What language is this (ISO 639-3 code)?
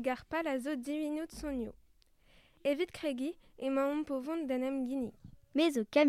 bre